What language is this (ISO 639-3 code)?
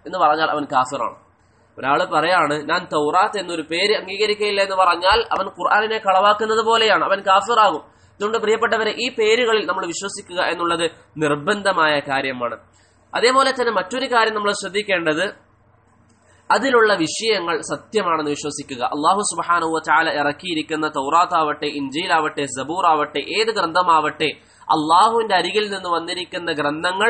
mal